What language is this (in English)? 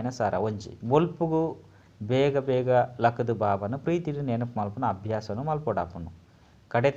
Tulu